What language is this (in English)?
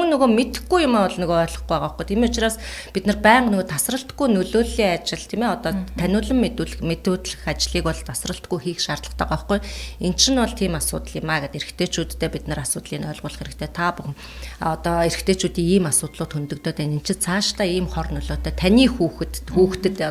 Mongolian